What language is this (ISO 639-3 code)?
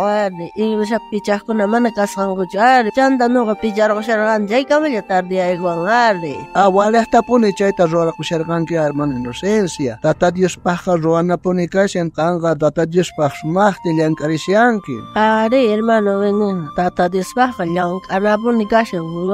quh